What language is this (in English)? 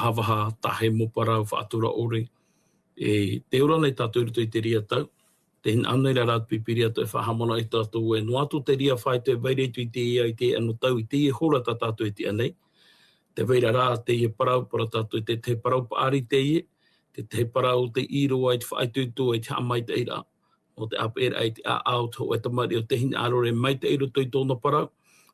Tahitian